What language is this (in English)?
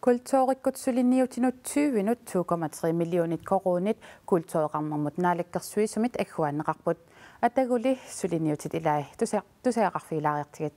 Kalaallisut